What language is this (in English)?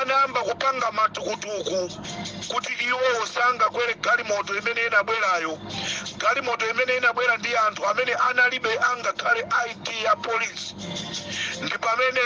Nyanja